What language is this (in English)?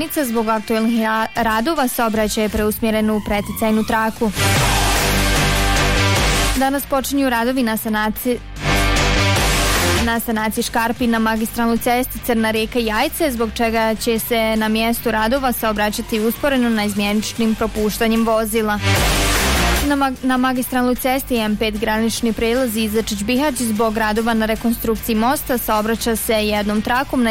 Bosnian